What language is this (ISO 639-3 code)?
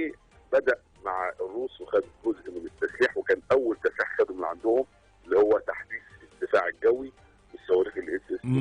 arz